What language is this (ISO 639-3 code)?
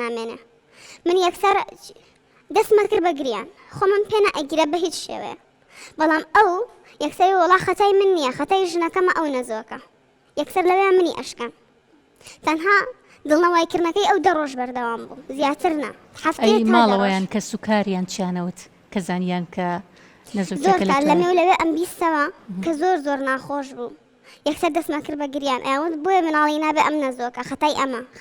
ckb